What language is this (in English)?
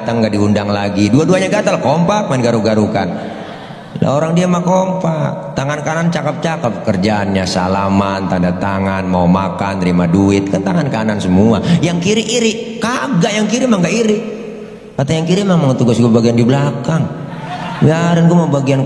Betawi